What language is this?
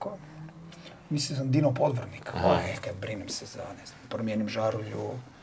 Croatian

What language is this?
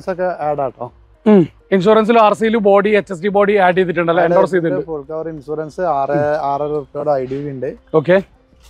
Malayalam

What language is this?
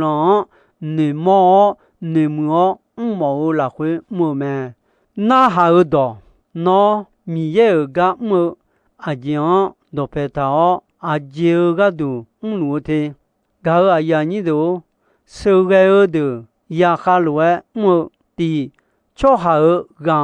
Akha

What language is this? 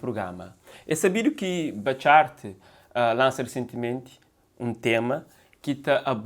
Kabuverdianu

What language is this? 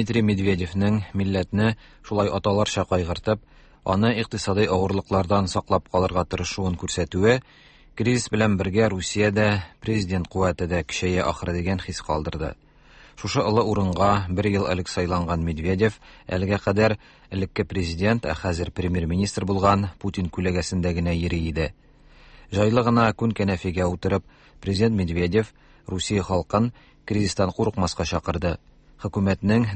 Tatar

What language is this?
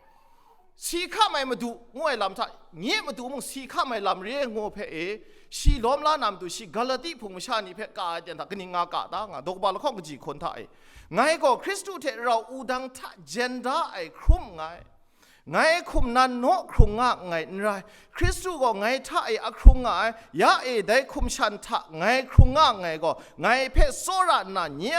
Kachin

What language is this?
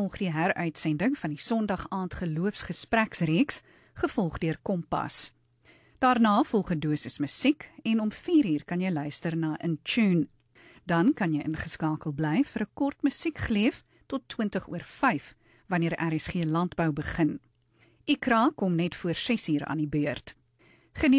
Afrikaans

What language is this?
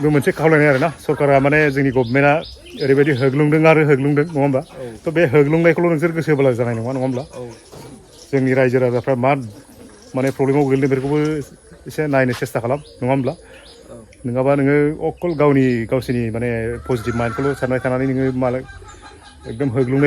Bodo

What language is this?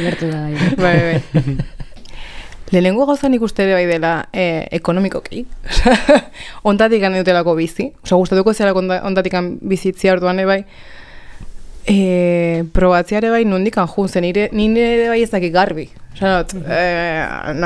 Basque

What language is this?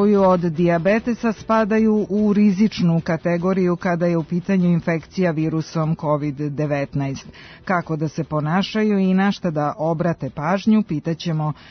Serbian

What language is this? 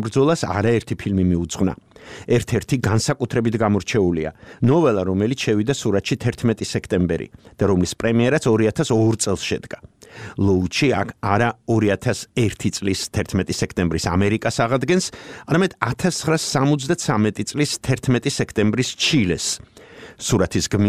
Georgian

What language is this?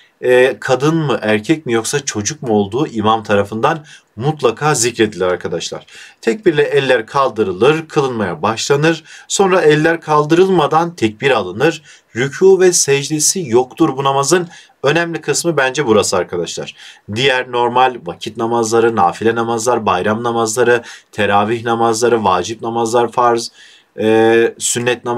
Turkish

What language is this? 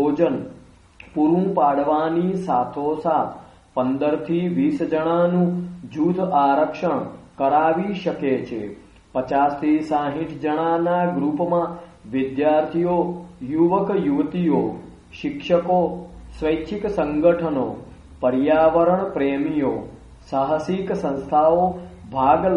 Gujarati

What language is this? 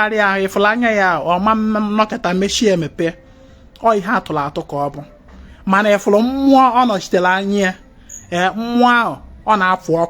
Igbo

